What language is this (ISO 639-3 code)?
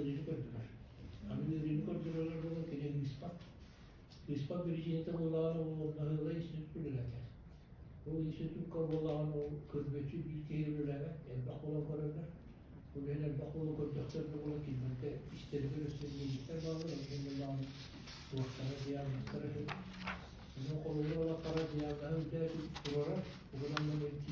sah